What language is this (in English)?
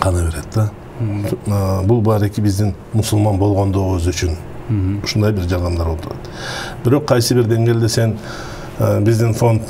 Kyrgyz